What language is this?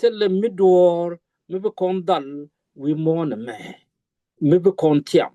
Nuer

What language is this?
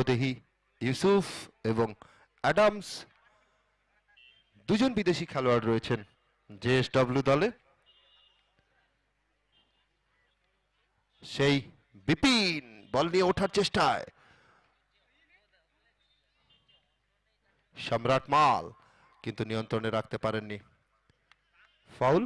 Bangla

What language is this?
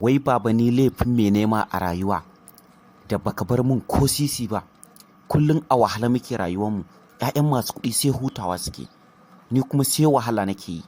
Hausa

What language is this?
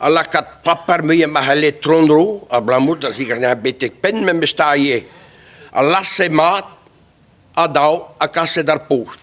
Breton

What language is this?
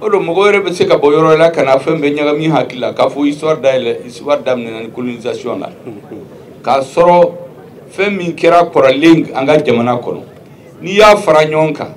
Bambara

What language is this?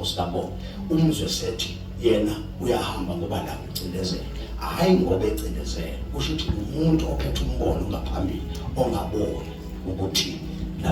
Zulu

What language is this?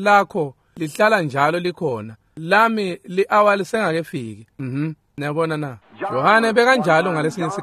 Swati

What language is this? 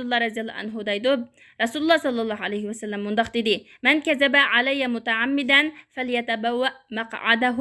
Uyghur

